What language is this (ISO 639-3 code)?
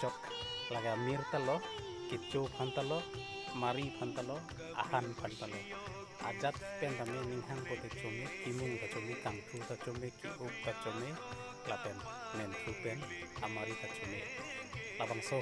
mjw